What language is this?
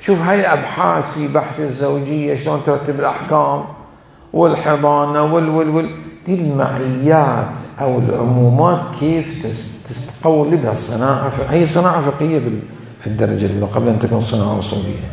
Mesopotamian Arabic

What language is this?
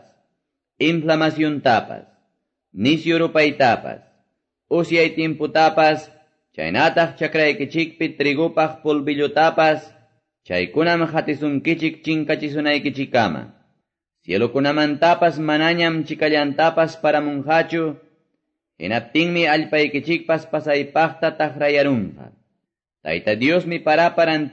Quechua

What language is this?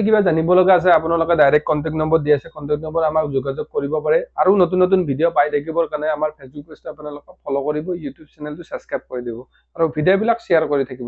Assamese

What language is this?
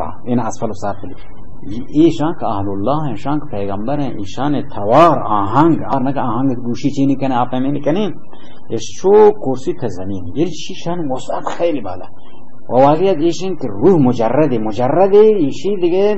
Baluchi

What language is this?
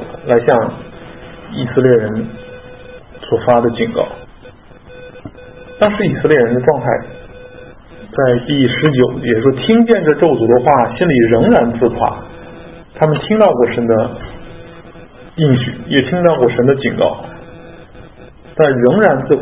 Chinese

